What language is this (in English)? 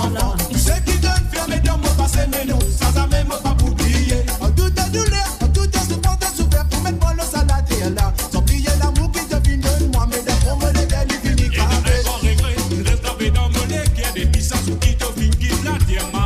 Morisyen